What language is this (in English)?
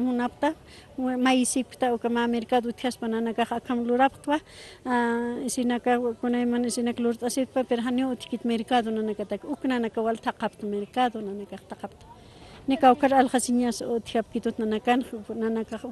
Aymara